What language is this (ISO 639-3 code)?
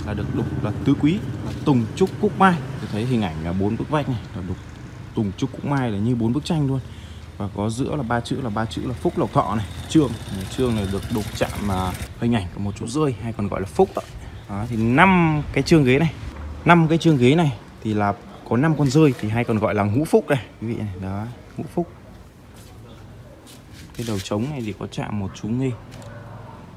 vie